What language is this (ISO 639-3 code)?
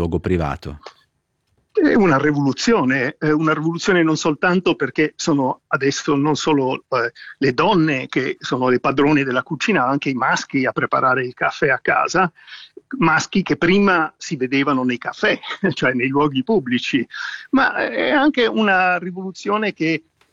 ita